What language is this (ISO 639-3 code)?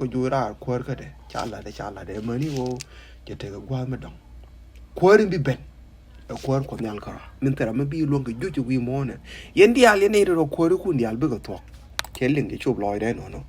nus